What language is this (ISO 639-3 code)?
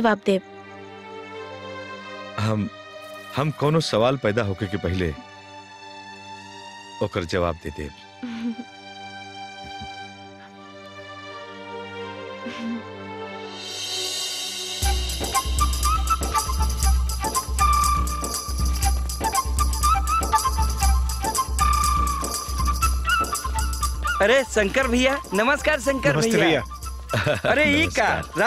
bho